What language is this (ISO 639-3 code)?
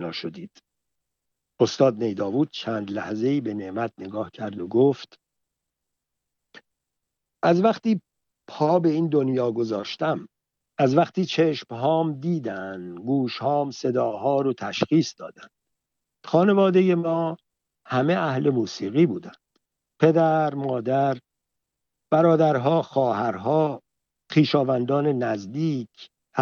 fas